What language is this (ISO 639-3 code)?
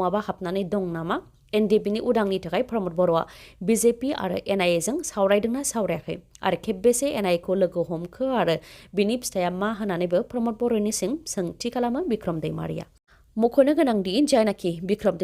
brx